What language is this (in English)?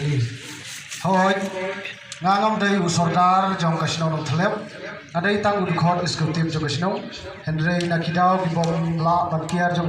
Khasi